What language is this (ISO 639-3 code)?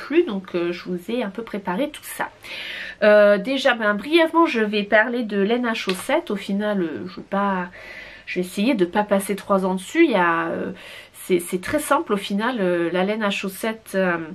fra